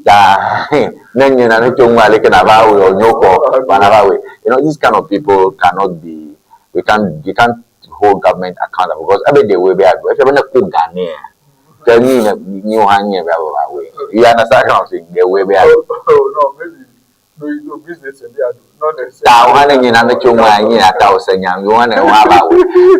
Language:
Ewe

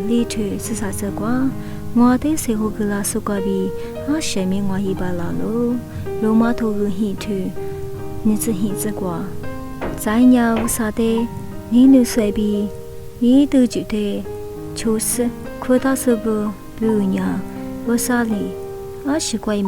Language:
Lisu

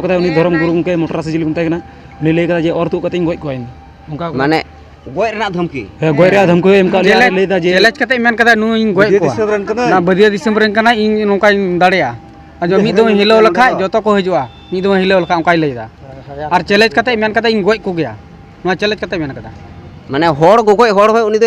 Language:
Santali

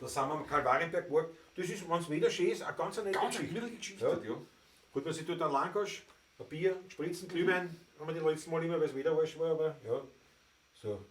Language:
Bavarian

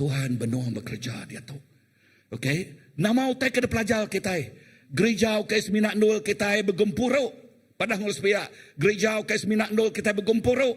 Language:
Iban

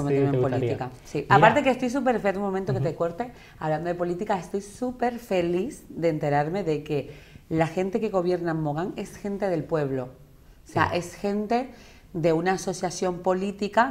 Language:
Spanish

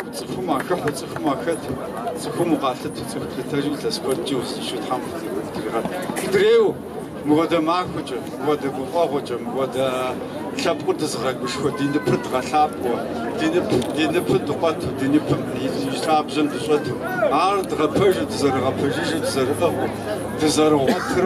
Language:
Kabardian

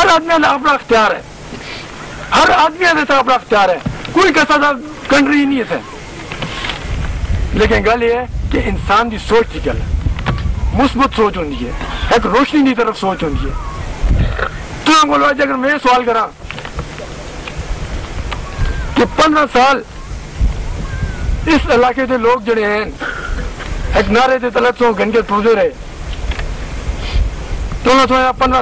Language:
Urdu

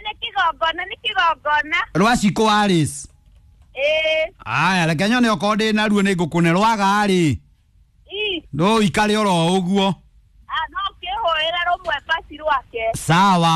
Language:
Kikuyu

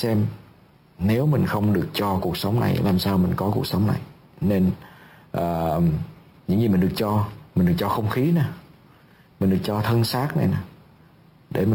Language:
Vietnamese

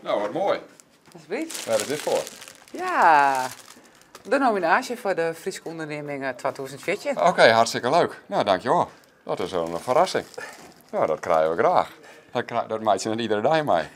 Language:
Western Frisian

